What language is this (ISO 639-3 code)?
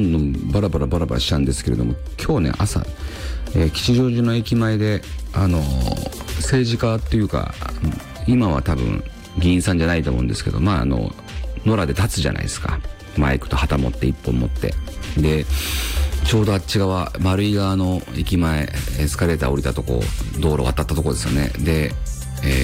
jpn